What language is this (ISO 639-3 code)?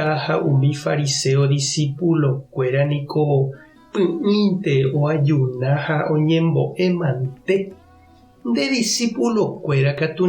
grn